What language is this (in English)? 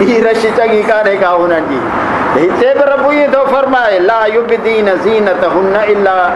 Sindhi